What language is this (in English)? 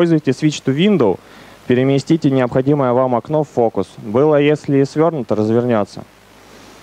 Russian